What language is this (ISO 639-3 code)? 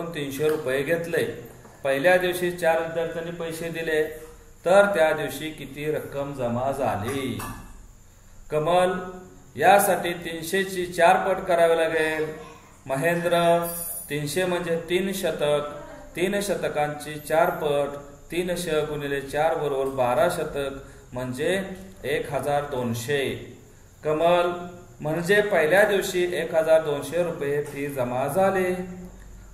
mar